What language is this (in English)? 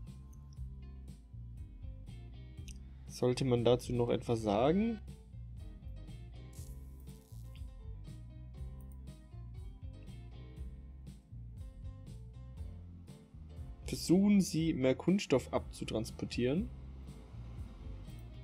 German